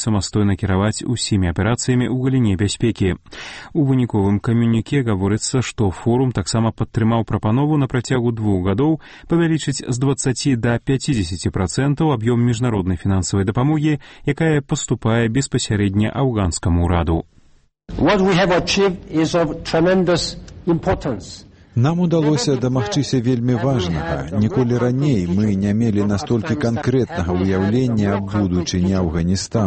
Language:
Belarusian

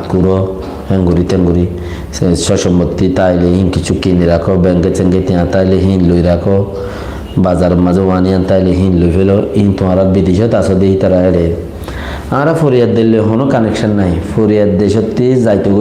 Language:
Rohingya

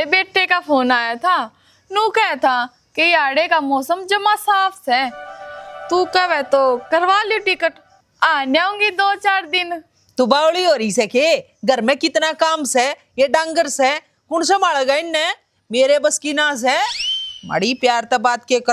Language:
Haryanvi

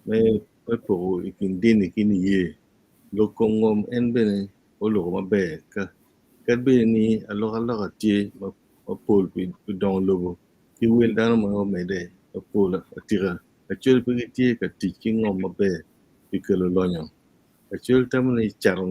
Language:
Acoli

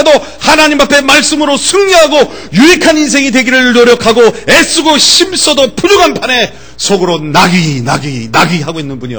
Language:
Korean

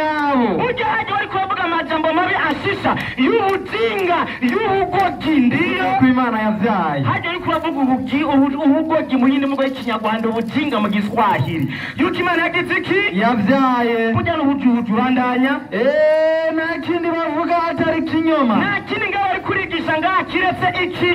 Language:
Rundi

